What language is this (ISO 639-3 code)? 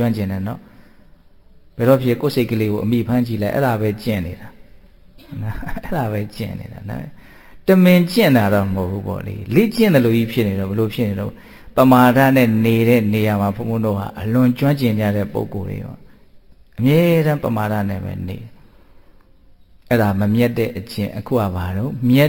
mya